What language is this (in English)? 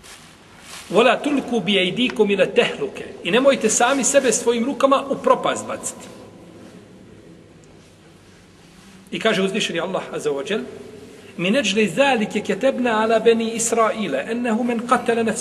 Bosnian